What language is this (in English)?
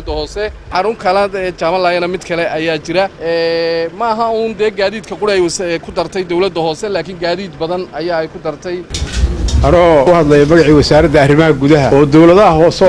Somali